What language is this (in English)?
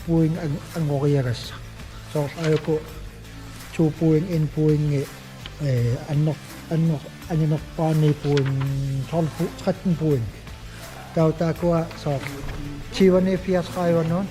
Kalaallisut